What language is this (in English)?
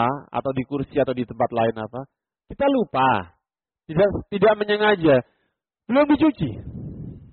Indonesian